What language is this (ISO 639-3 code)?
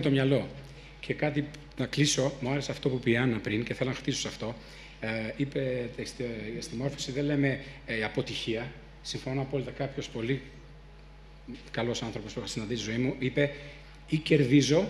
ell